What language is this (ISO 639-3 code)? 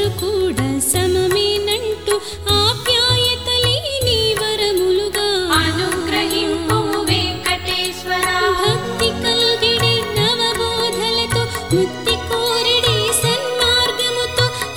tel